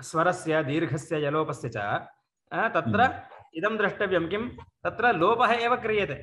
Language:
Sanskrit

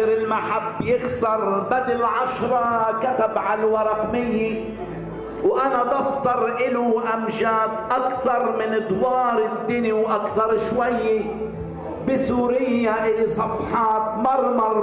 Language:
North Levantine Arabic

